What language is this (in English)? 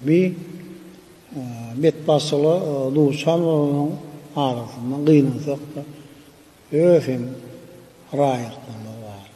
Turkmen